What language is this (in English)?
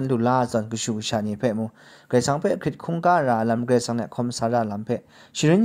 Kachin